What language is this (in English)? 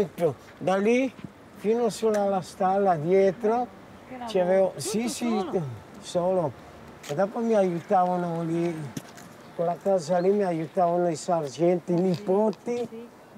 Italian